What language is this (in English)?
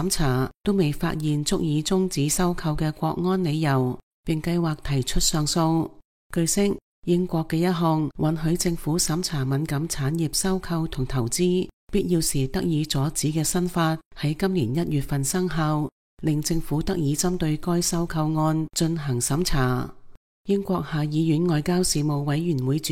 Cantonese